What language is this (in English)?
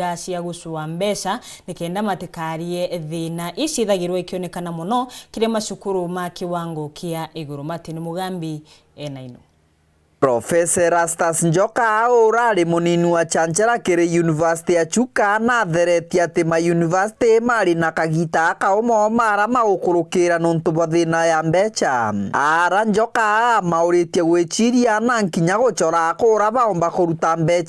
Meru